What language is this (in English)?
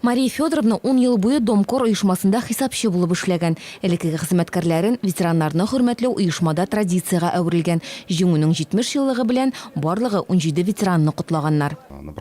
Tatar